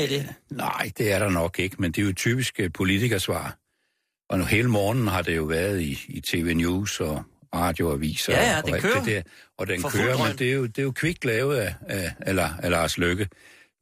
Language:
Danish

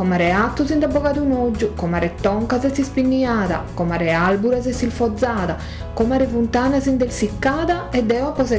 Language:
Sardinian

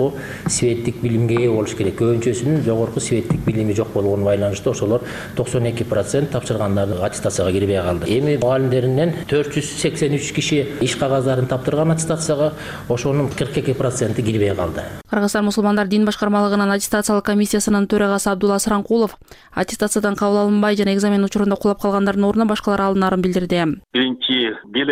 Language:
Kyrgyz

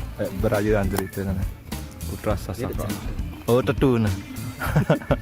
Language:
Sasak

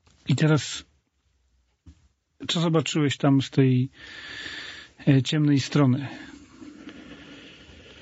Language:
Polish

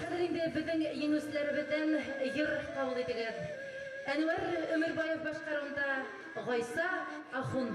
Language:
Bashkir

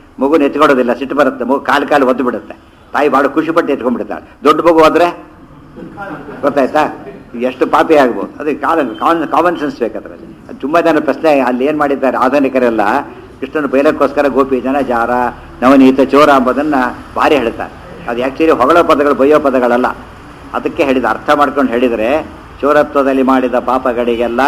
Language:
Kannada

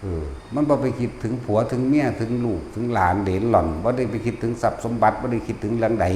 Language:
Lao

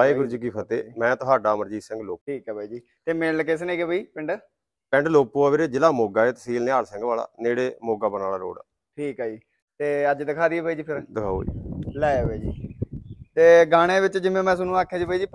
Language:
Punjabi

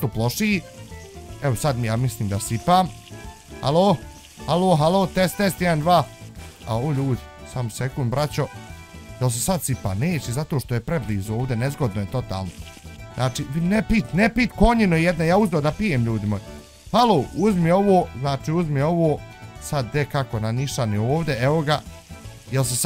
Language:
Bosnian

